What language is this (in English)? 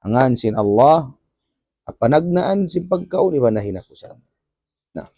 Tausug